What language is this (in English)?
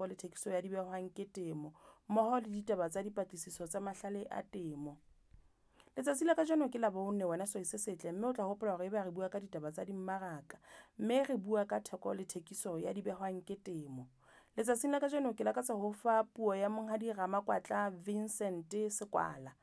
Southern Sotho